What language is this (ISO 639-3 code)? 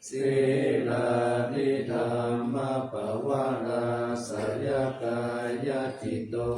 pli